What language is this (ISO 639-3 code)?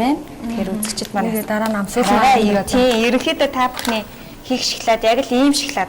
mon